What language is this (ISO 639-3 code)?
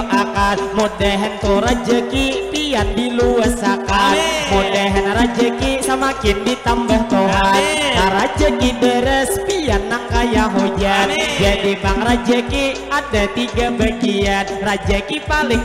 bjn